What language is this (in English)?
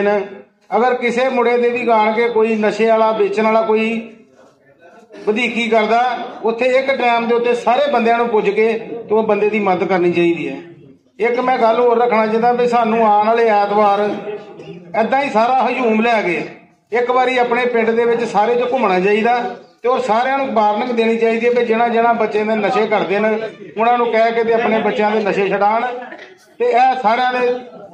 Punjabi